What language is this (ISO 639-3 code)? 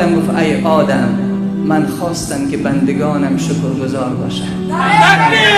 tgk